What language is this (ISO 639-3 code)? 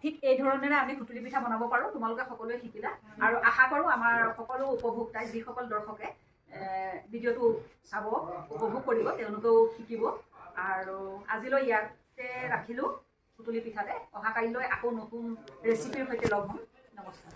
asm